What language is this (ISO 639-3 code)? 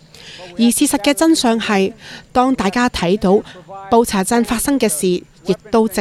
yue